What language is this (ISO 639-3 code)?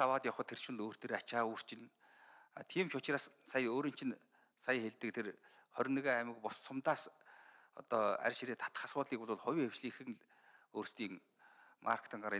mon